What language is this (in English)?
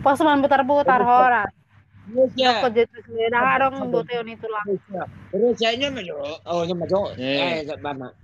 Batak Toba